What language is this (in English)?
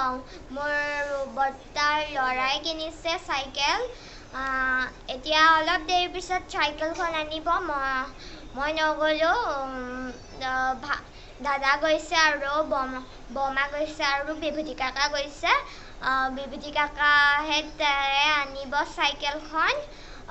Assamese